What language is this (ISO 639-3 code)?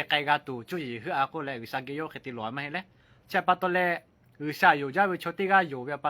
lhu